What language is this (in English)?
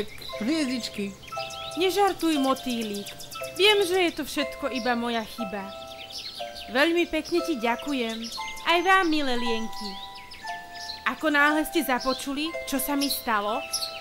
Slovak